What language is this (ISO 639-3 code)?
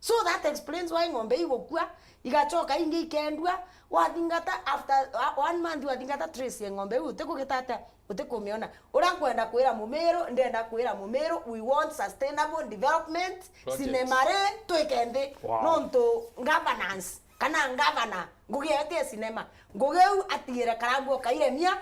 mer